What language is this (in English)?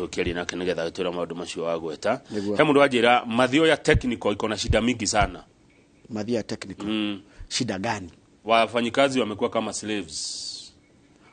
Kikuyu